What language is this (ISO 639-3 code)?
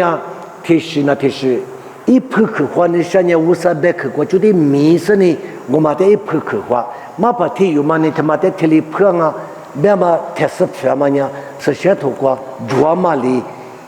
lis